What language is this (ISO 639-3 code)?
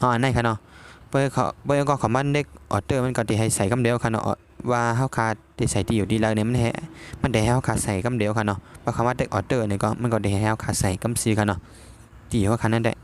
shn